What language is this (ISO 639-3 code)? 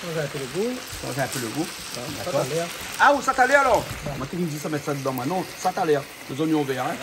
rcf